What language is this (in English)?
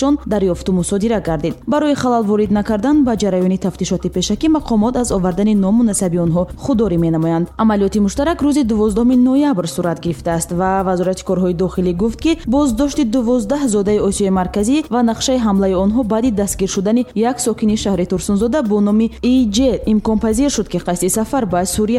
Tajik